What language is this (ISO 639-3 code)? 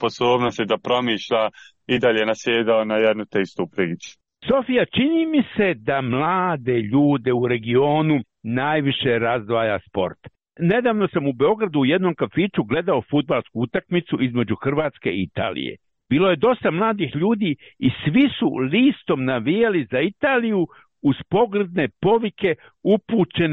srp